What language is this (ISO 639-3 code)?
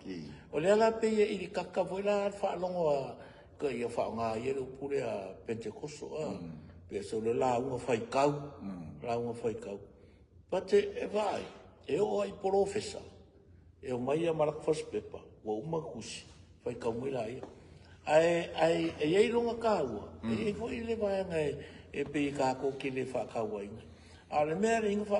smo